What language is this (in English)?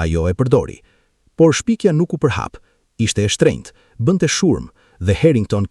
Albanian